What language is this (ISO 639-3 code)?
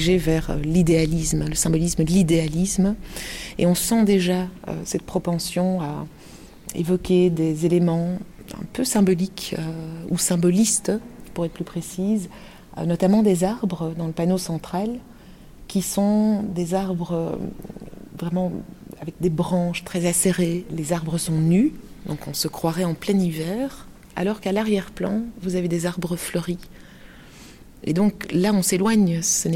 fra